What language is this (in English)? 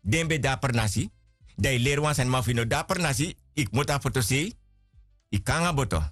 Sranan Tongo